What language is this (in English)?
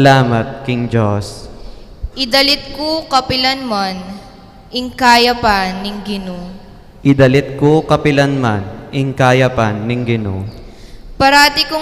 Pampanga